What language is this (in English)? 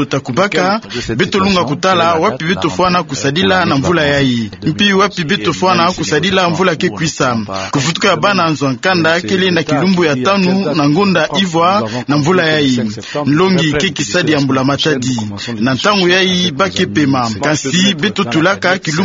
Kituba (Democratic Republic of Congo)